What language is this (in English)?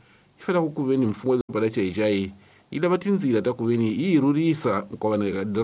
Tsonga